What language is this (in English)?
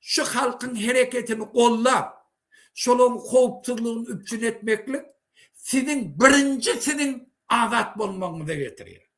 Turkmen